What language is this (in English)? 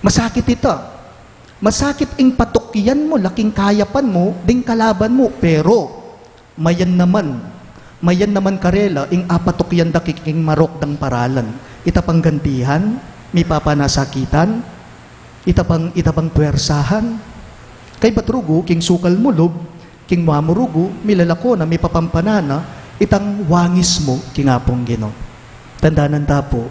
Pampanga